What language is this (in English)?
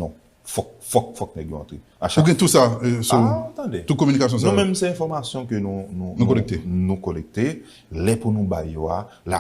Haitian Creole